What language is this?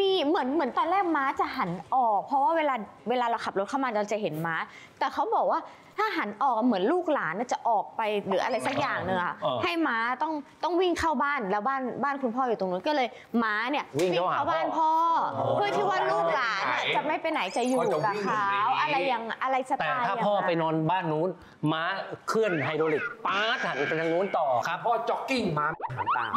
Thai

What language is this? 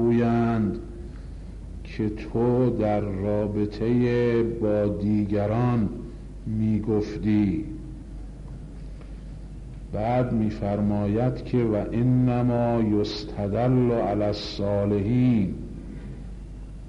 Persian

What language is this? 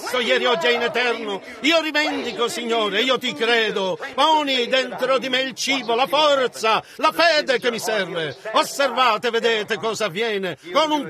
Italian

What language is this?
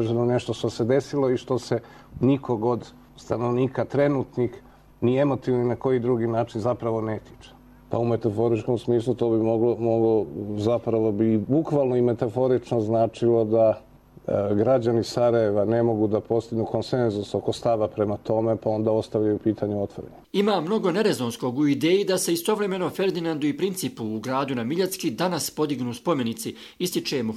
Bosnian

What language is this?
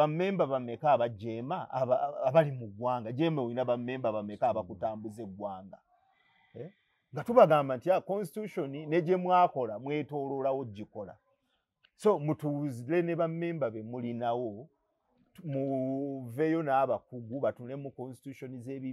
Ganda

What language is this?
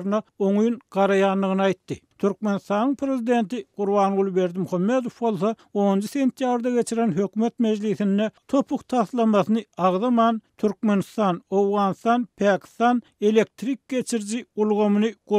Turkmen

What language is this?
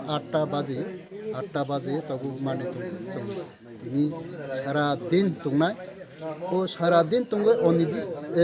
Kok Borok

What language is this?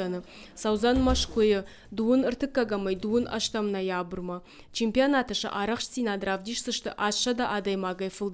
Ossetic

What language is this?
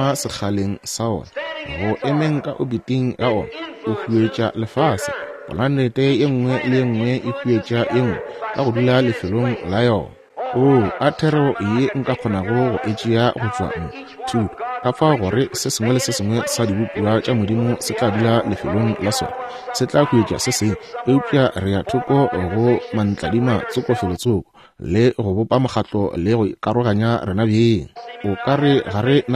Northern Sotho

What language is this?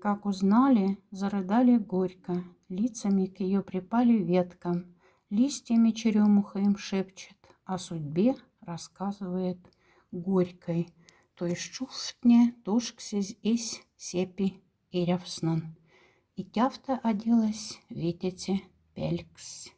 Moksha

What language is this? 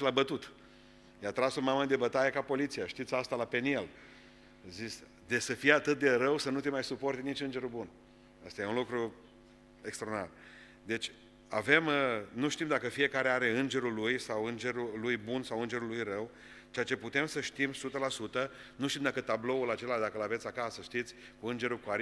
Romanian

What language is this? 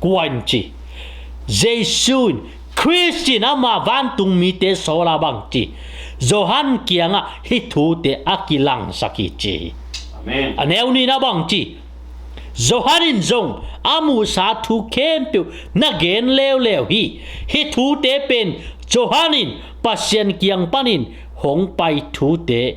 Tedim Chin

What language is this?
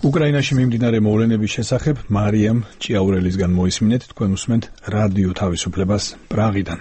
Georgian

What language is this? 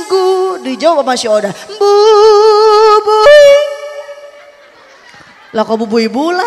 Indonesian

